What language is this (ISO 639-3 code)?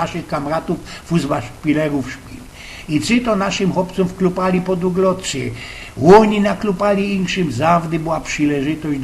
szl